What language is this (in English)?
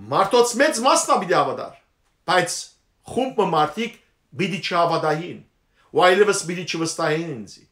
Western Armenian